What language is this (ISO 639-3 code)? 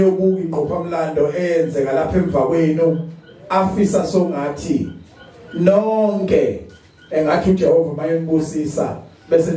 zul